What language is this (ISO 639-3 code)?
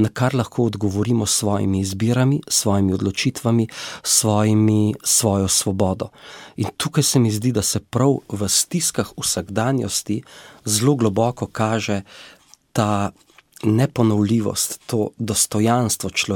slv